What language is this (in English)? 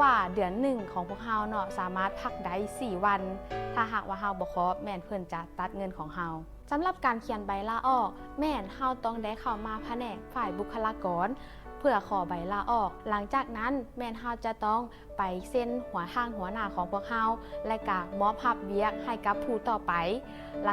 Lao